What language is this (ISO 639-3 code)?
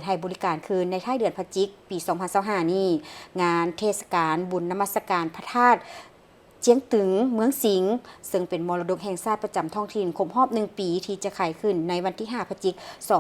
lao